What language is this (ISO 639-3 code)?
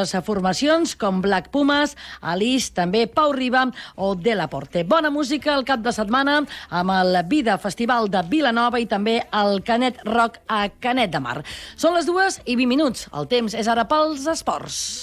cat